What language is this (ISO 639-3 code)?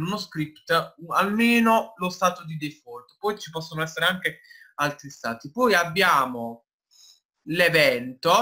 ita